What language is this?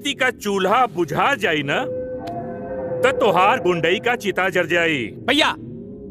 Bhojpuri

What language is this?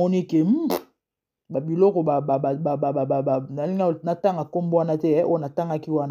Lingala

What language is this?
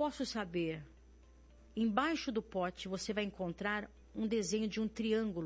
Portuguese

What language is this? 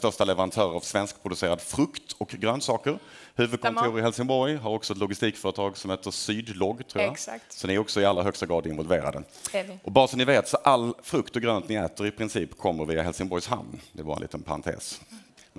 Swedish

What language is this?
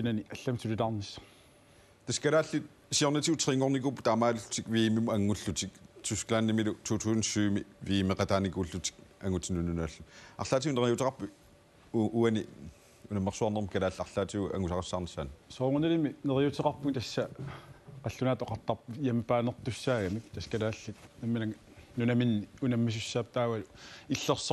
Kalaallisut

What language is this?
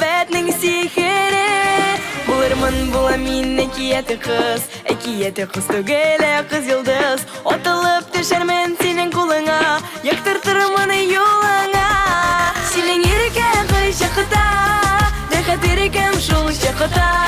Tatar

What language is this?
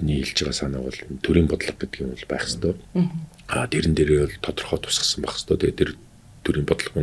Mongolian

